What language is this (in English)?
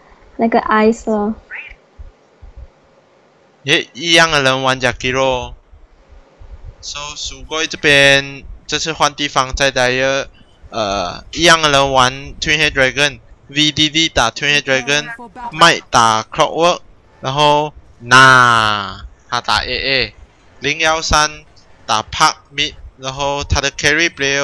Chinese